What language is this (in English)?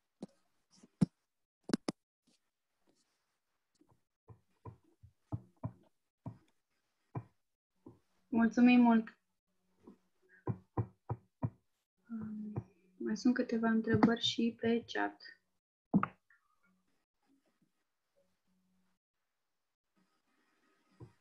Romanian